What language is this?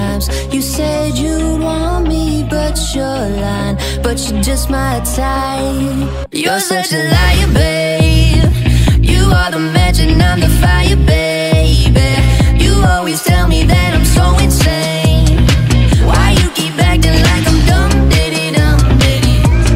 English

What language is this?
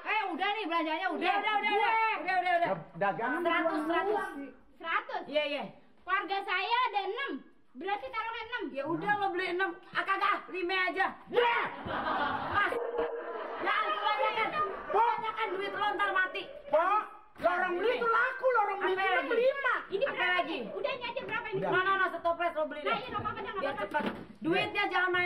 Betawi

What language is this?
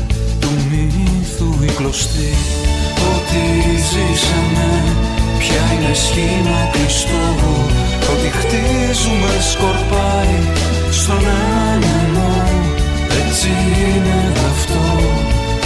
Greek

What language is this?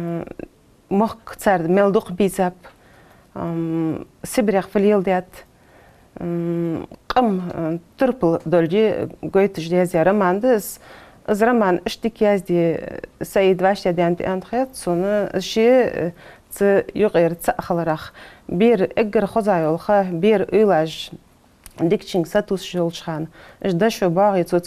Ingush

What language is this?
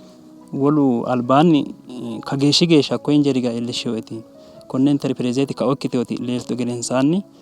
Sidamo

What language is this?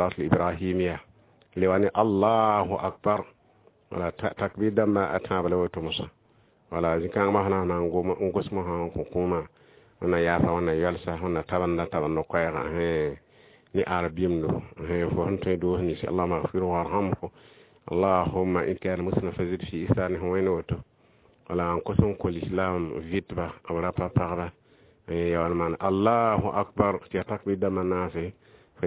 Mossi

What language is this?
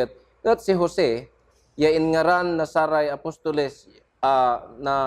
Pangasinan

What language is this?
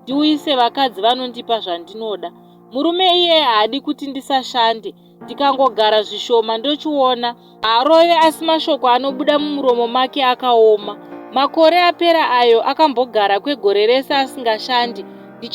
Shona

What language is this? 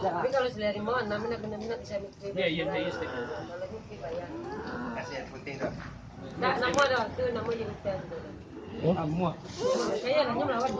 Minangkabau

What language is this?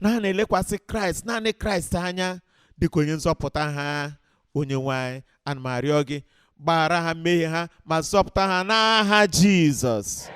Igbo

